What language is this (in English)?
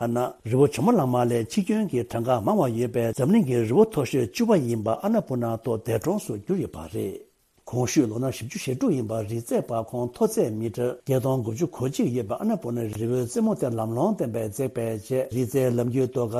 Tibetan